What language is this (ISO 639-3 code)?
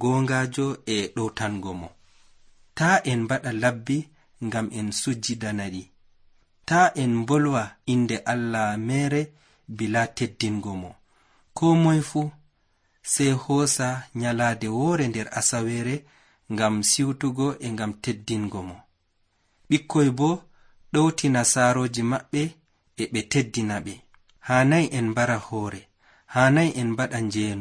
fuv